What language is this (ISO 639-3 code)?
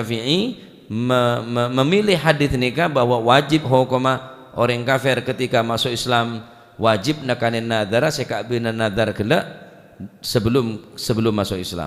mad